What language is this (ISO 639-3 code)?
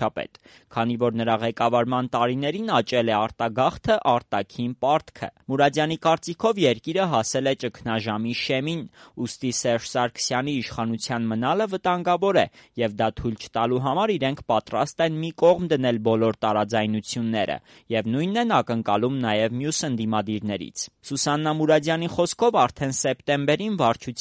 hye